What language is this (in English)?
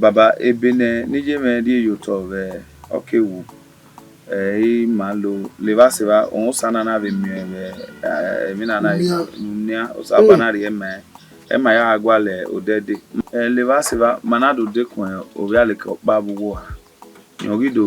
Bini